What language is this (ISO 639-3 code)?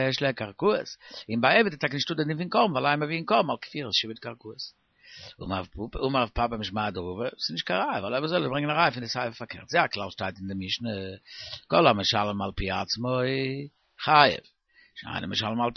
yid